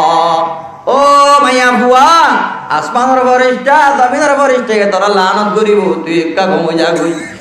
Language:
Rohingya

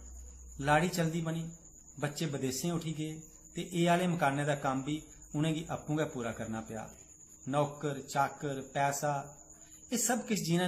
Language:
Dogri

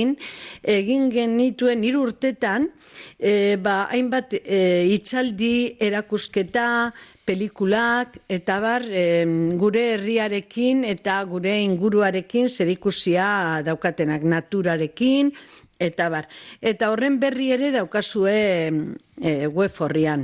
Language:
Basque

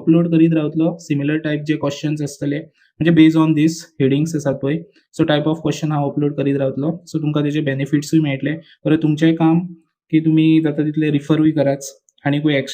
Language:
Konkani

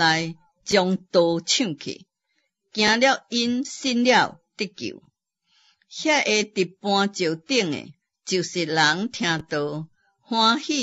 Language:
Min Nan Chinese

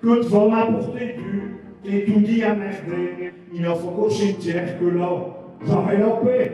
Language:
Picard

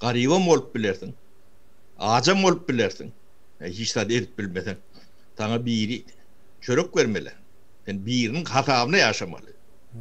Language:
Turkmen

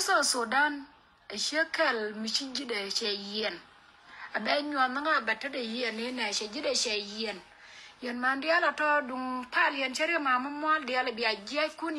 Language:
Nuer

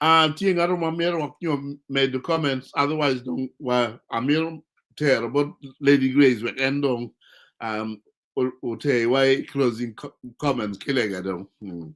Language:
Acoli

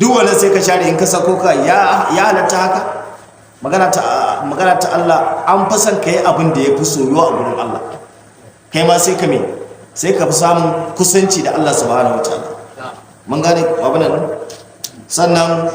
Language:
Hausa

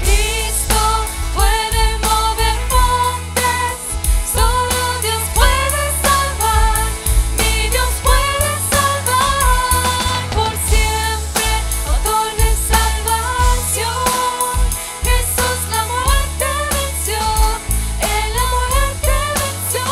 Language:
Plautdietsch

